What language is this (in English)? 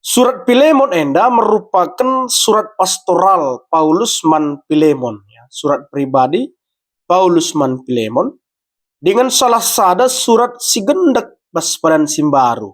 Batak Karo